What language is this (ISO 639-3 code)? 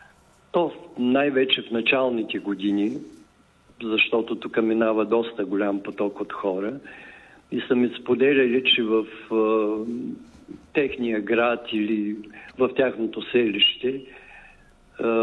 bul